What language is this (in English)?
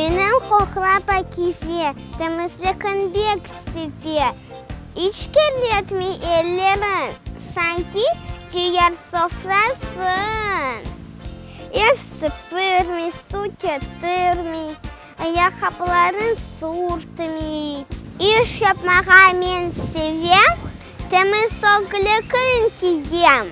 Crimean Tatar